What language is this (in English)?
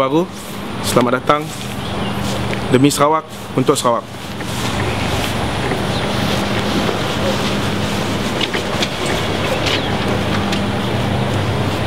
Malay